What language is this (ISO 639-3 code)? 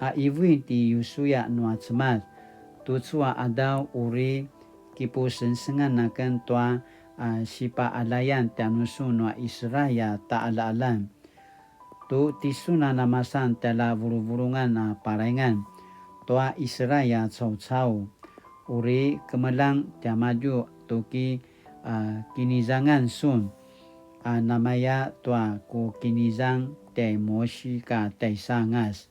pwn